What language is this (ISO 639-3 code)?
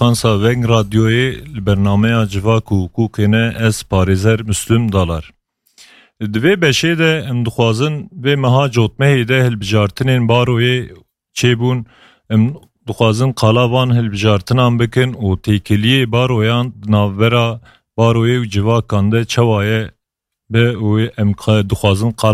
kur